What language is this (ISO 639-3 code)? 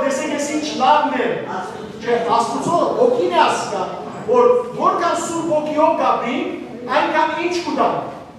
hyw